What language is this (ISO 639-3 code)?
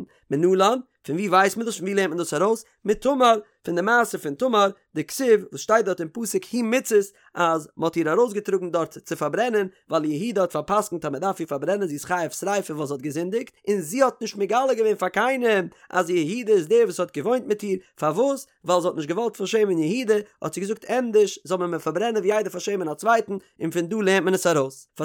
yid